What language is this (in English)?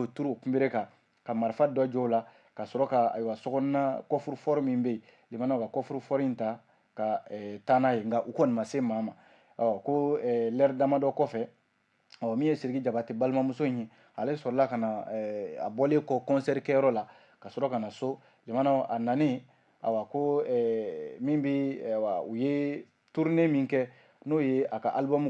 Bambara